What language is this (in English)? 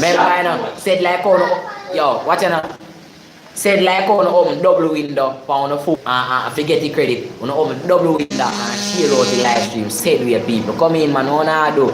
Jamaican Creole English